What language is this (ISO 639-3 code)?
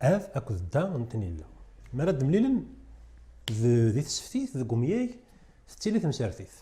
kab